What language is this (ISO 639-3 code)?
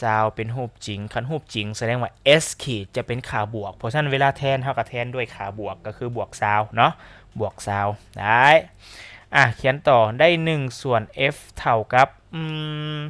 lao